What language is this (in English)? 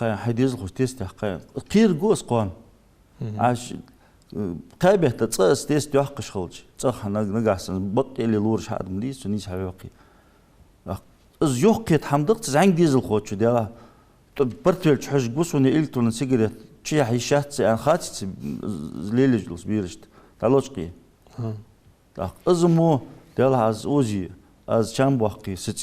Ingush